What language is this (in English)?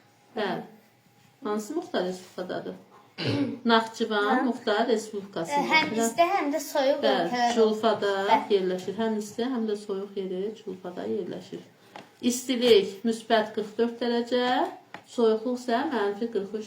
Azerbaijani